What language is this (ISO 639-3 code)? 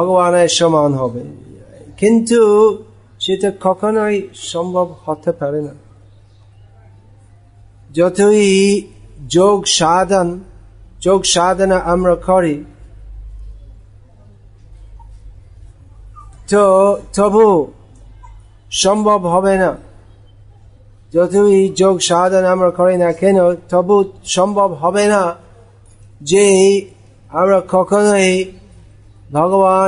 ben